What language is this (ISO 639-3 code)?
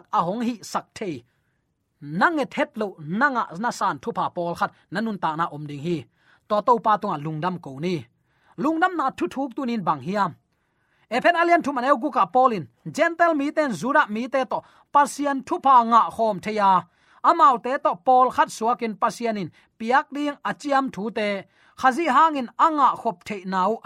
ctd